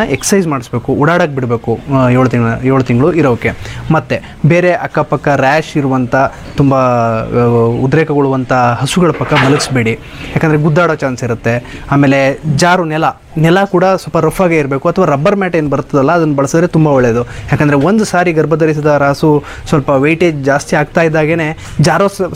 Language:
Kannada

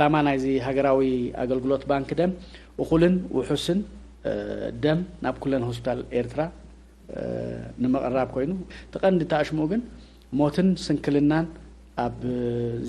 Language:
Tigrinya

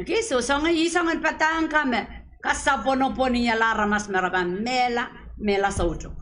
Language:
Pohnpeian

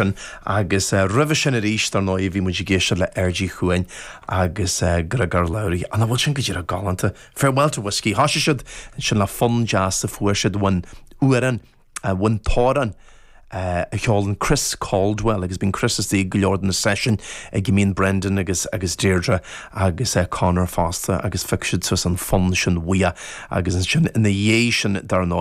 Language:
Irish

